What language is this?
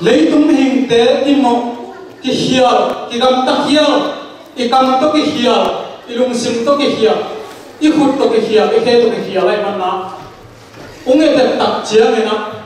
Tedim Chin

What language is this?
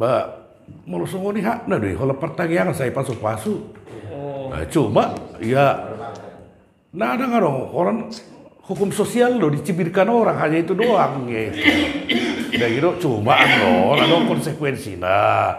Batak Toba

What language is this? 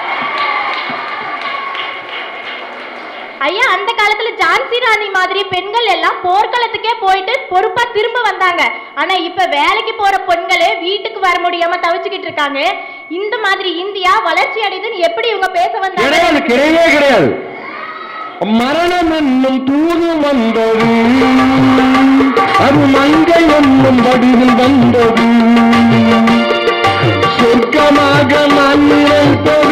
Tamil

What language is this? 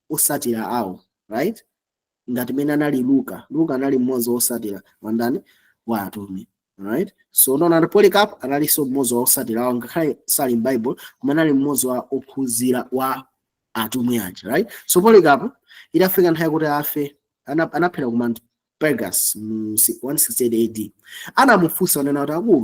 Nyanja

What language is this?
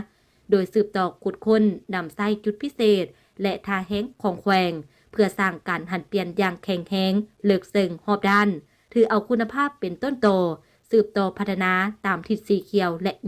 Lao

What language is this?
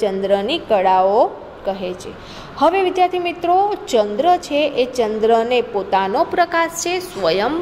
Gujarati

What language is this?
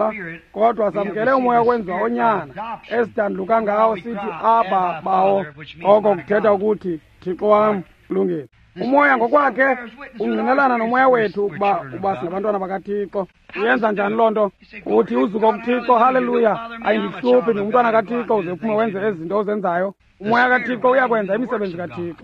Xhosa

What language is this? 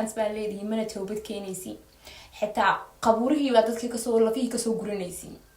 Somali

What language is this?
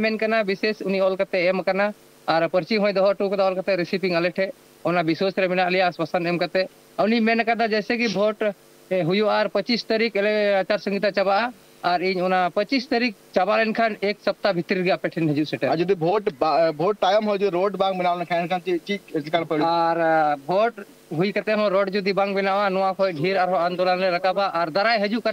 Santali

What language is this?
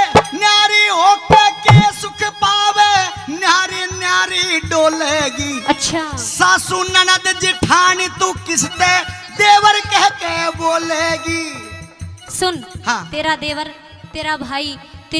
Haryanvi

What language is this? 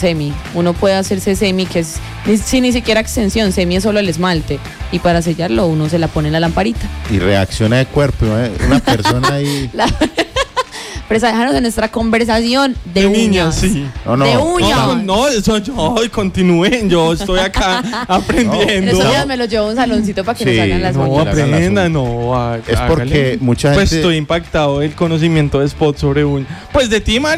Spanish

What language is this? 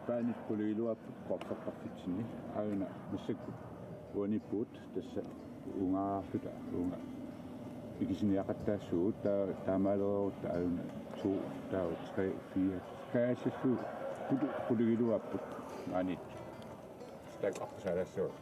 Kalaallisut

